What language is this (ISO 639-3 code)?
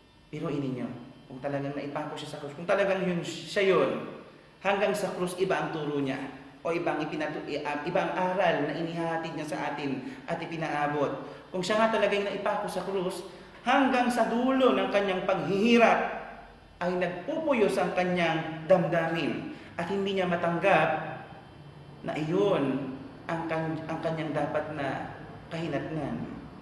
fil